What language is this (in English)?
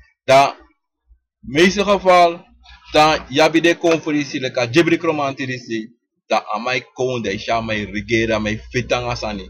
Sranan Tongo